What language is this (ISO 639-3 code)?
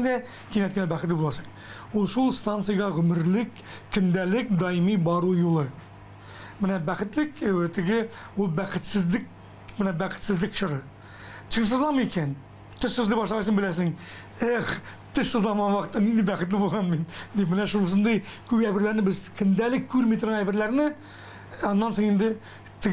tat